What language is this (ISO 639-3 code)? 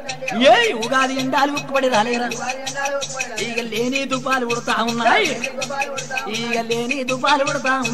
tel